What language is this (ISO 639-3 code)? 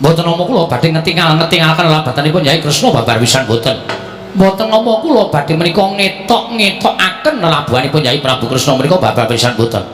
jav